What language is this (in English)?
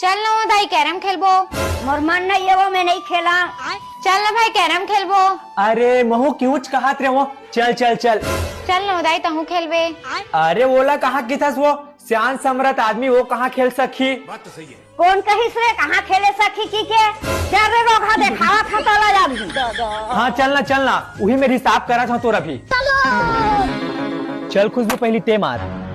Chhattisgarhi